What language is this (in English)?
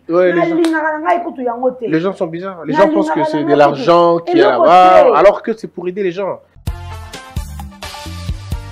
French